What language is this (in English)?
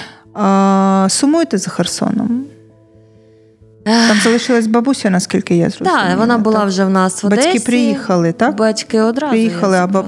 Ukrainian